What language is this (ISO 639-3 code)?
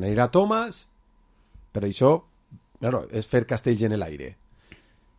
cat